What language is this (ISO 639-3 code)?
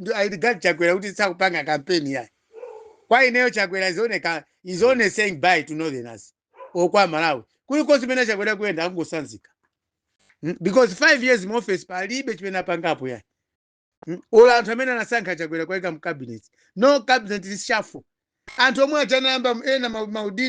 nya